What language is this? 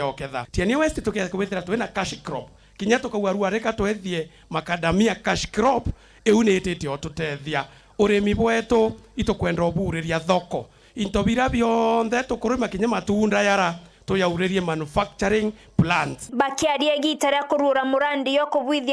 Meru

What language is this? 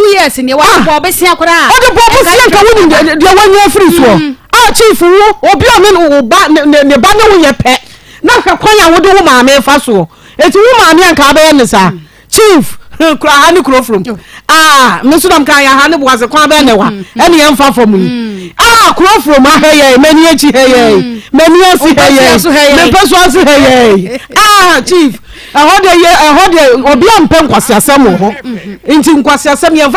Akan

